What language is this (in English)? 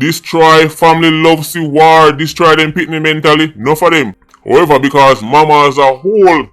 Jamaican Creole English